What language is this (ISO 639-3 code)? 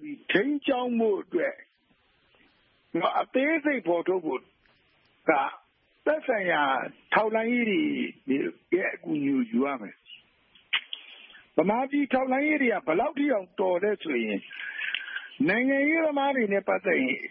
mya